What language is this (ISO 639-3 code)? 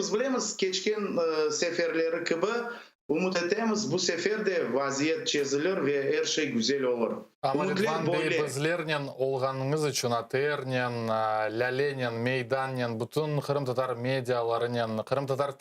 crh